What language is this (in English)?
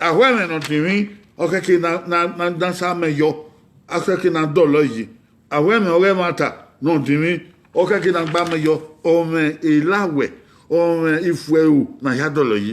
Bini